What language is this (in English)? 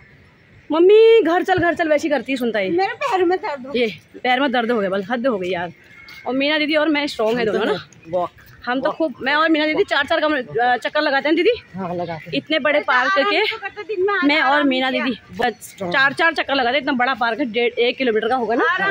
Hindi